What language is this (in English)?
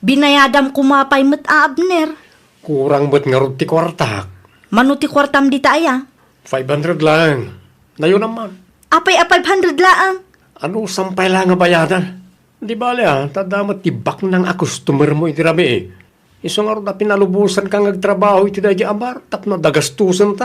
Iloko